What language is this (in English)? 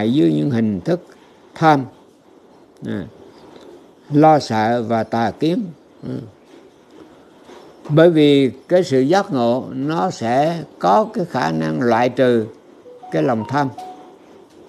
Vietnamese